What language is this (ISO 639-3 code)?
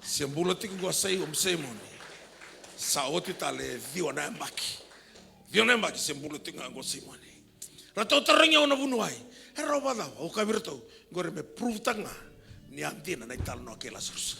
fij